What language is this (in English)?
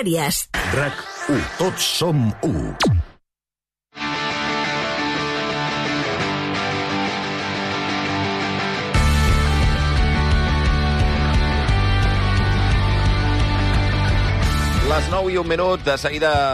Catalan